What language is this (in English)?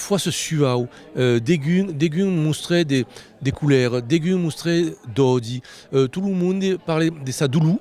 Occitan